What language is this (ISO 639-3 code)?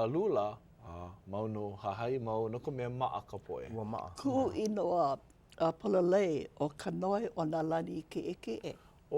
haw